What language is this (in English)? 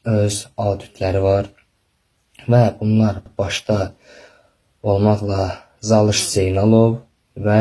Azerbaijani